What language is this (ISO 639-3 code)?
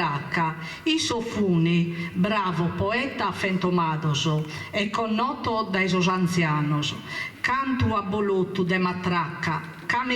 srd